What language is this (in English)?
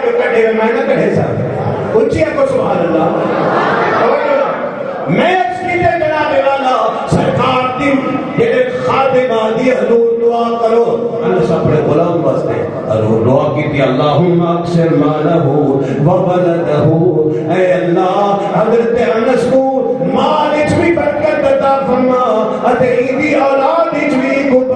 Saraiki